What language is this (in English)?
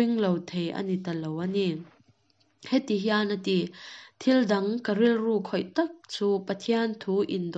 Mizo